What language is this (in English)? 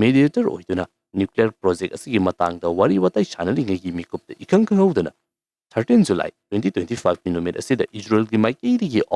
Manipuri